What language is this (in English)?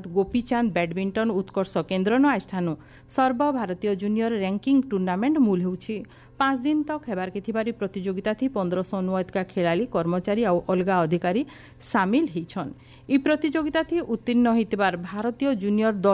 Odia